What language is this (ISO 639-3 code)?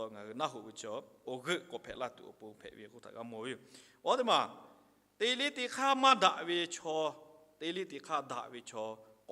lhu